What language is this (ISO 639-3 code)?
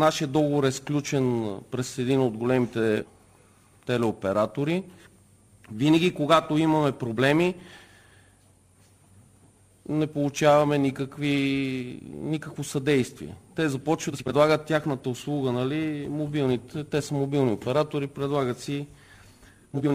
bul